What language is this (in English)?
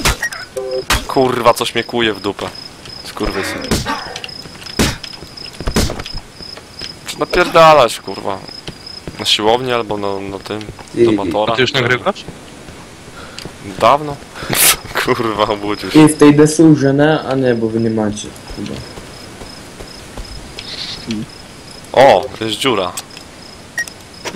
Polish